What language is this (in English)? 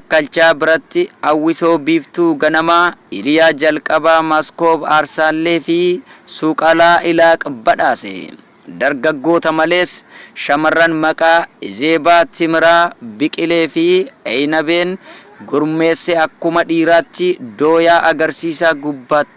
Oromo